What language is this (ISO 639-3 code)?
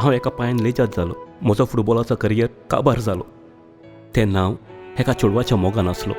kok